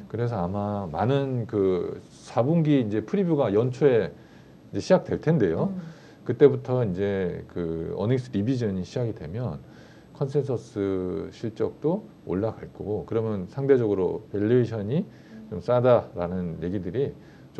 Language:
Korean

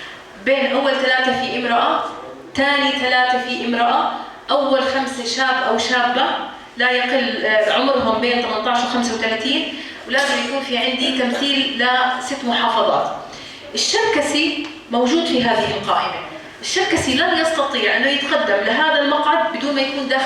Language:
North Levantine Arabic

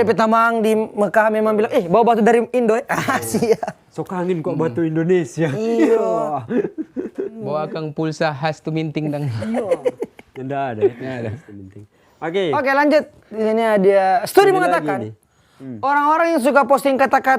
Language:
Manado Malay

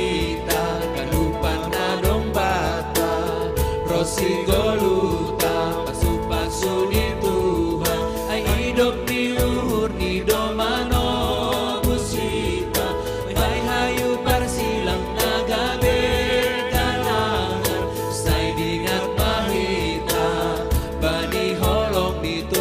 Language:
Batak Simalungun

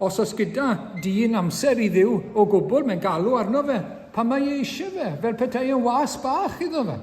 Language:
Welsh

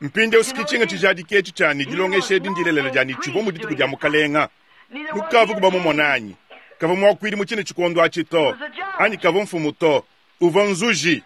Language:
Luba-Lulua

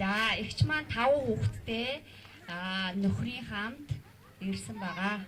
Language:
Mongolian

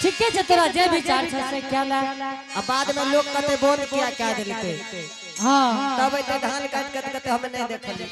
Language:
Angika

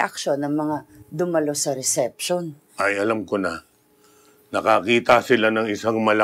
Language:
Filipino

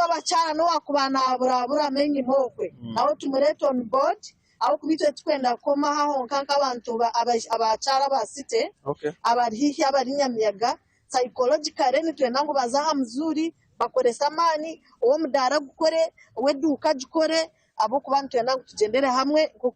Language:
Nyankole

